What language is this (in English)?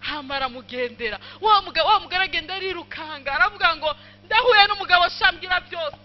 Rundi